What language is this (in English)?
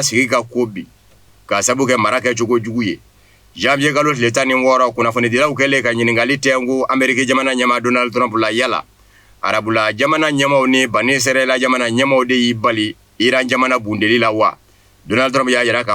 Bambara